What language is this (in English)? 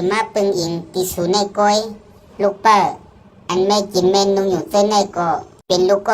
Shan